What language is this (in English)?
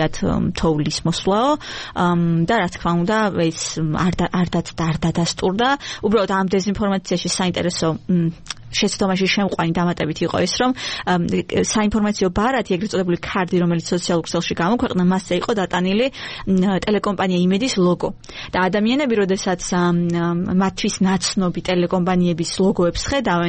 Georgian